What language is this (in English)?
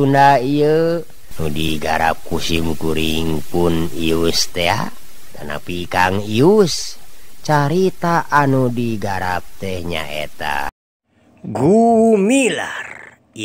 Sundanese